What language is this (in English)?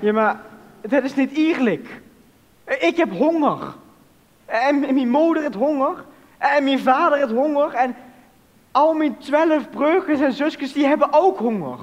Limburgish